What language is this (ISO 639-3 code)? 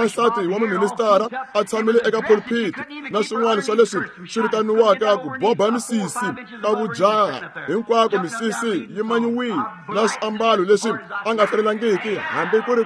tso